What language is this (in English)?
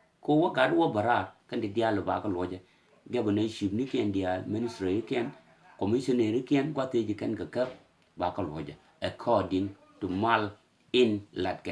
Nuer